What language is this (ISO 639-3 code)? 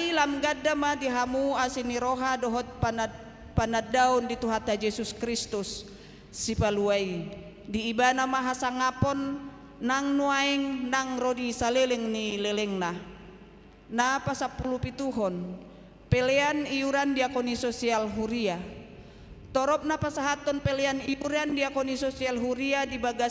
bbc